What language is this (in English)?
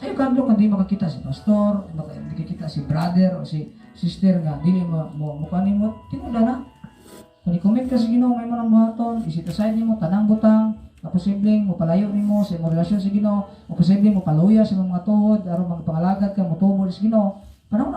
Cebuano